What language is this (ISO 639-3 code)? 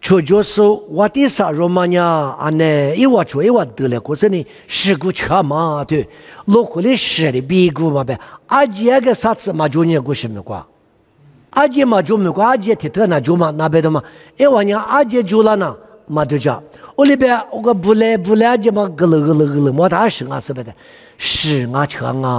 lis